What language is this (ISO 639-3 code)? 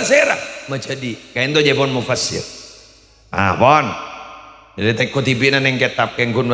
mad